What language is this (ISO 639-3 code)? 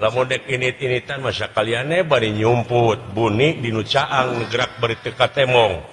sun